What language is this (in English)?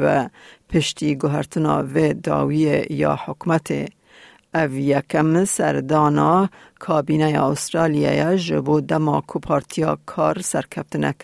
Kurdish